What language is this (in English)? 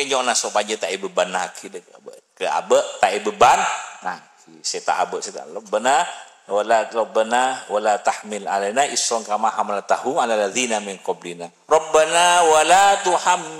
Madurese